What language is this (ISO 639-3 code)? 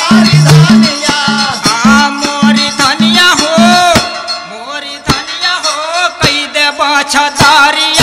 bho